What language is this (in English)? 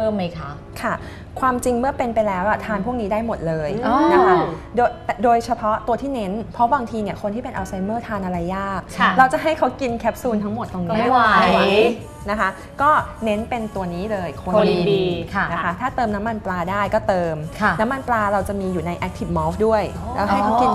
Thai